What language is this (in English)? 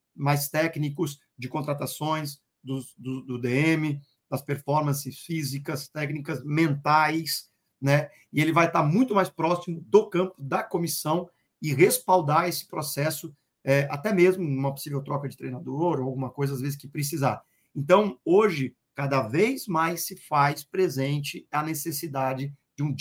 Portuguese